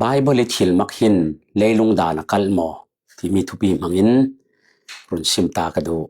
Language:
Falam Chin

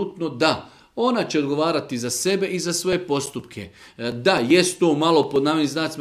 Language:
Serbian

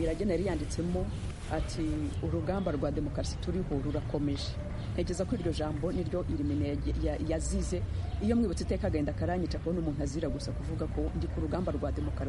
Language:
Kinyarwanda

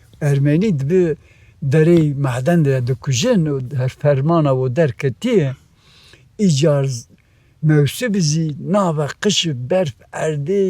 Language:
Kurdish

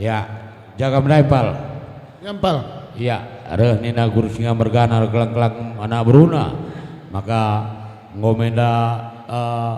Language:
Batak Karo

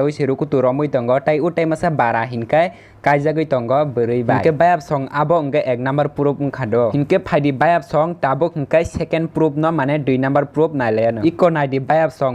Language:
Kok Borok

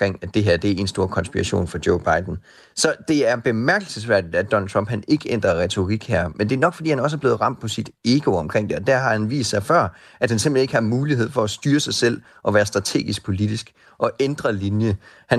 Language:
Danish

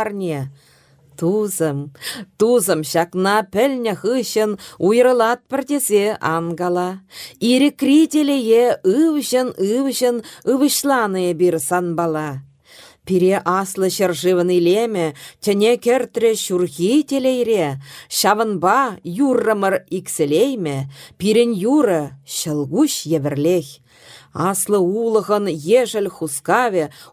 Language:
Chuvash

